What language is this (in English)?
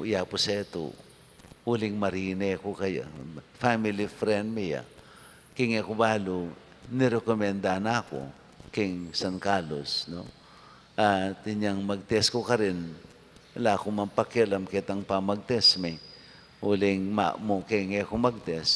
Pampanga